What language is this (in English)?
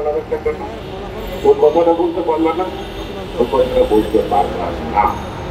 Bangla